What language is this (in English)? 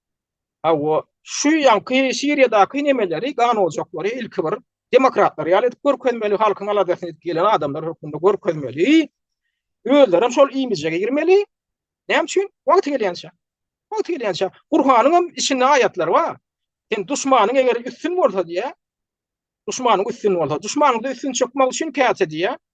Turkmen